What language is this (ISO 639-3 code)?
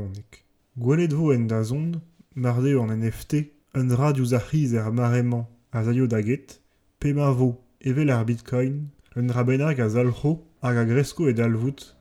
bre